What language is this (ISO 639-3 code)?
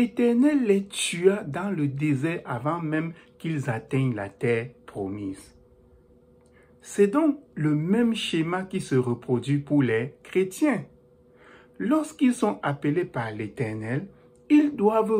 fra